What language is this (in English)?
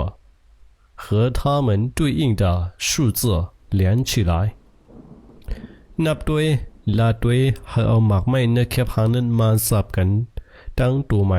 Shan